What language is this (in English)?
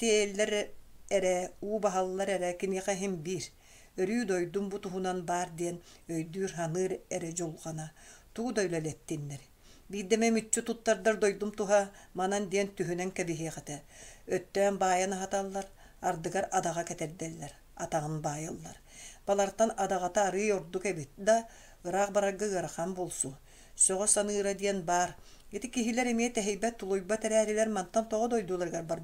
Yakut